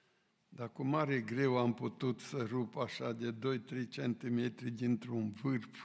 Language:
Romanian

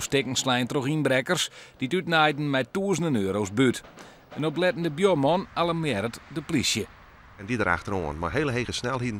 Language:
Western Frisian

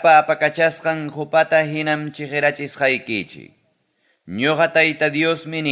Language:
Ayacucho Quechua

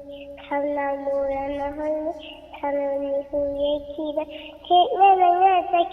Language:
Manipuri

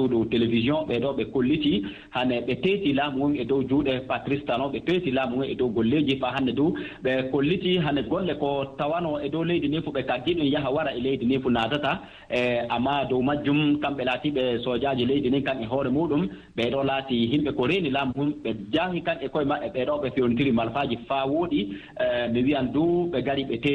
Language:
Fula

